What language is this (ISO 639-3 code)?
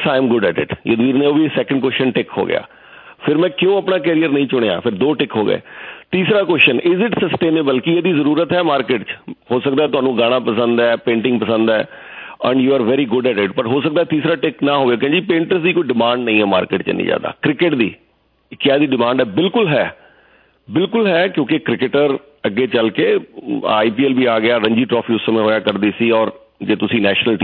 pan